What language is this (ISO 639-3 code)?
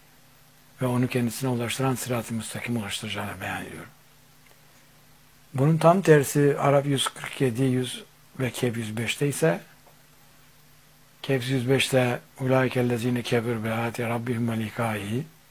tur